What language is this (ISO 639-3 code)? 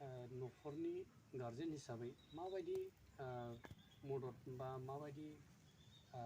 brx